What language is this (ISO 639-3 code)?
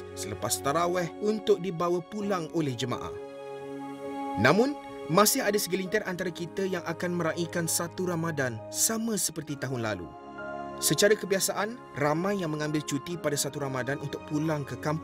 msa